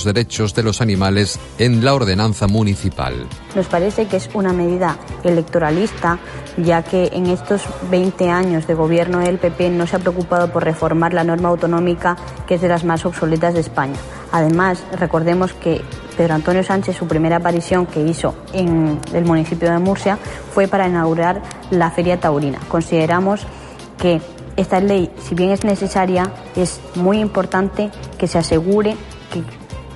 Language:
Spanish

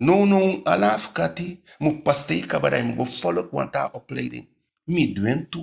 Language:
Eastern Maroon Creole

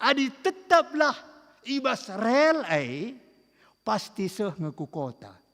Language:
Batak Karo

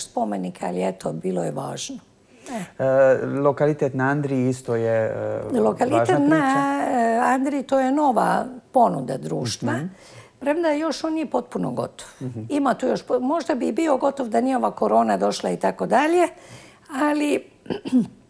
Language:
Croatian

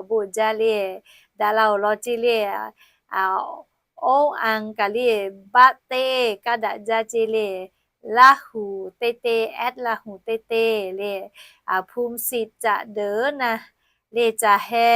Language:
Lahu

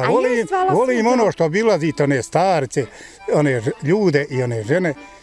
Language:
Bosnian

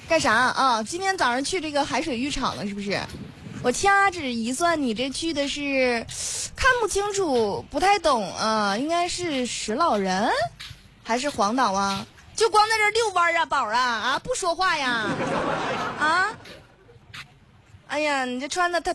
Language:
Chinese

